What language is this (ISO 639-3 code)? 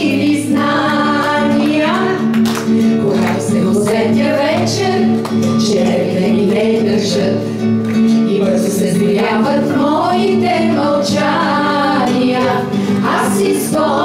bul